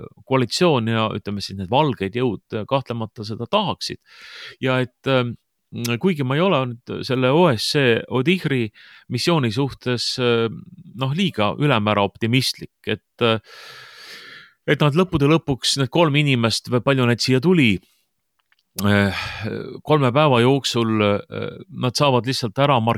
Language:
Estonian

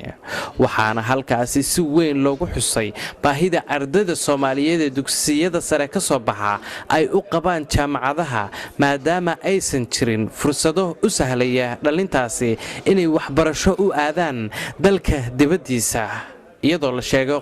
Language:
Somali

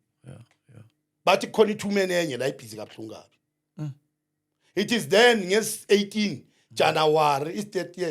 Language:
Zulu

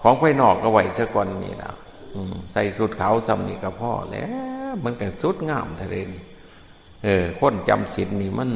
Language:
Northeastern Thai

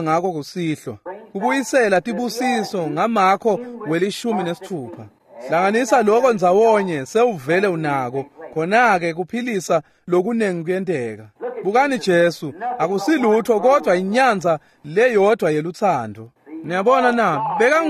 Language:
Swati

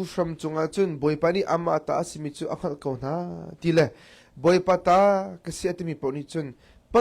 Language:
Hakha Chin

